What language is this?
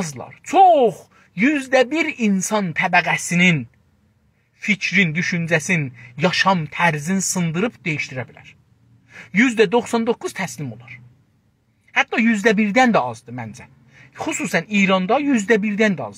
South Azerbaijani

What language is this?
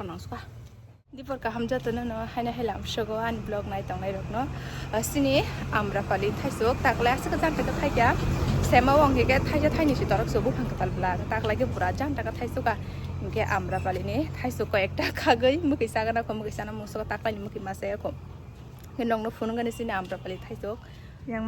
Kok Borok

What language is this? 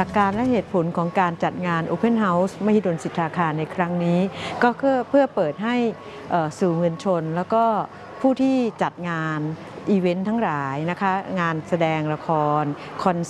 Thai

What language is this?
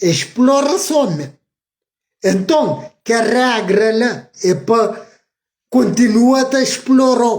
Kabuverdianu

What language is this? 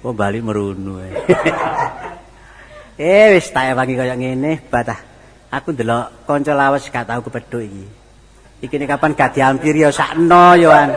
Javanese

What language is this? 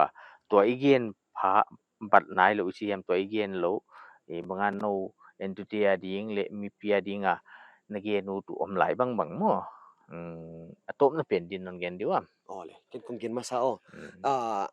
Paite Chin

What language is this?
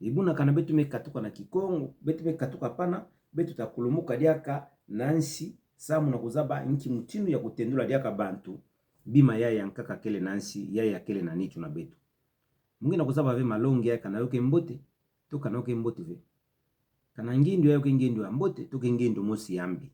Kituba (Democratic Republic of Congo)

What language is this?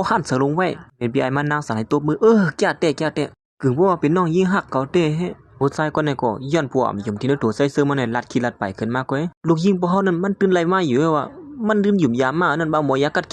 Shan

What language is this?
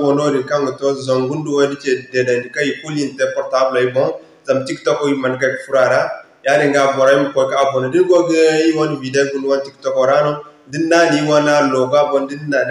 Zarma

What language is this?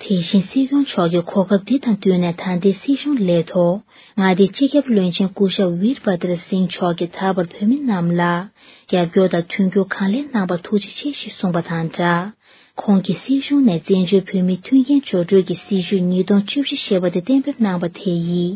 Tibetan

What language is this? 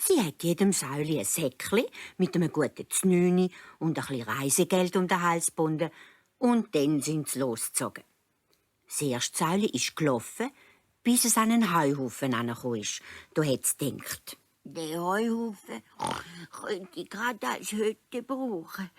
Swiss German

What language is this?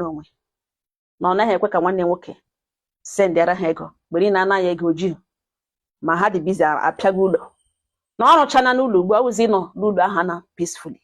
Igbo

